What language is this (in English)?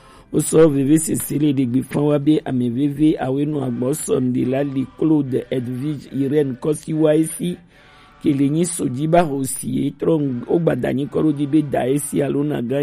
Gen